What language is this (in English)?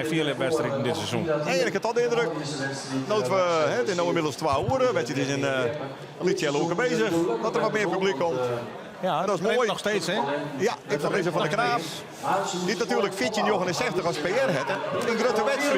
Western Frisian